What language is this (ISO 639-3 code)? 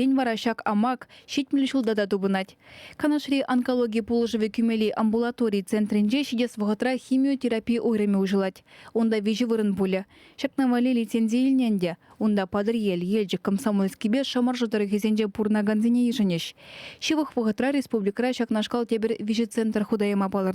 chv